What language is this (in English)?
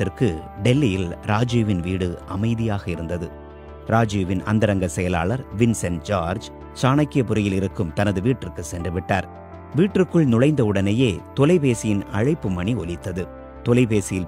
Tamil